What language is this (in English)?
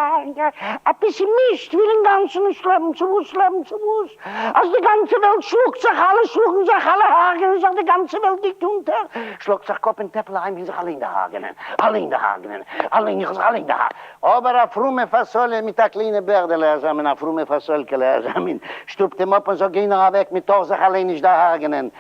Yiddish